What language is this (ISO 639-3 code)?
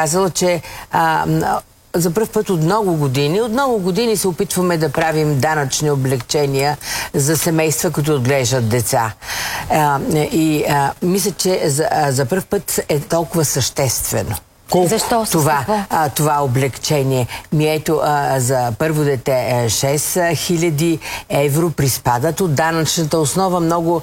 bul